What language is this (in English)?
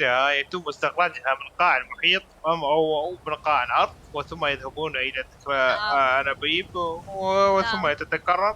Mesopotamian Arabic